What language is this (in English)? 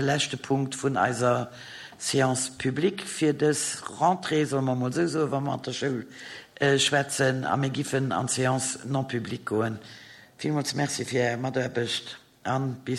Luxembourgish